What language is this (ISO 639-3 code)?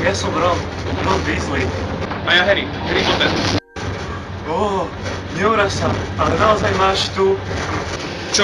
slk